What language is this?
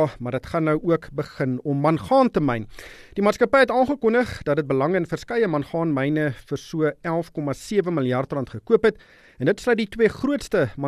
Afrikaans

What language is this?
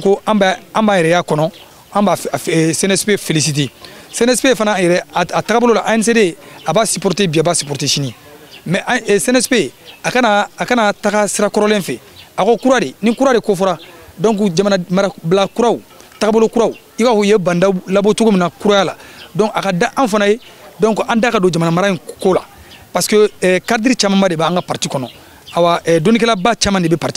Bambara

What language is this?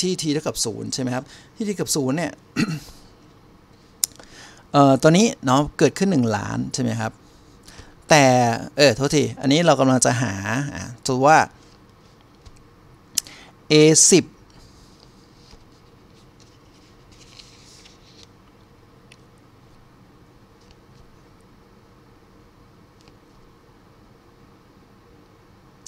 Thai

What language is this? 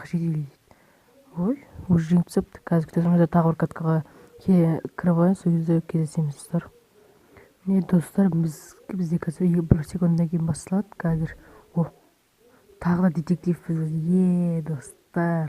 Kazakh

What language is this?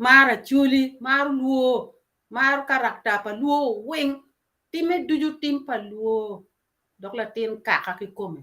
Acoli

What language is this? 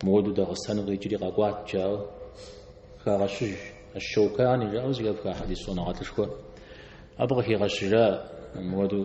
Kabardian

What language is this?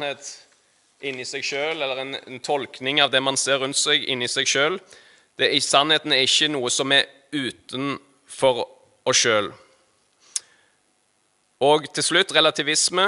Norwegian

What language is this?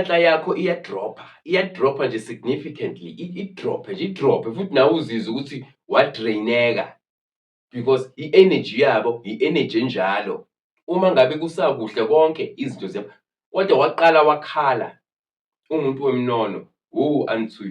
Zulu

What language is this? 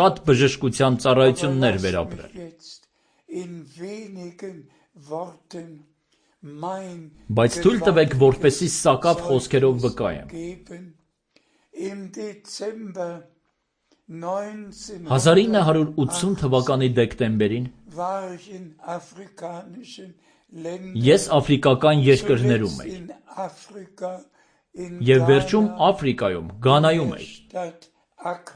Armenian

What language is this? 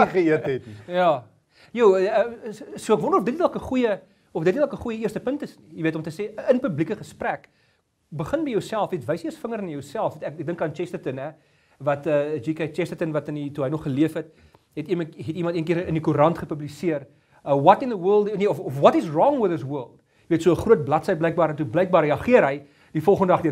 Afrikaans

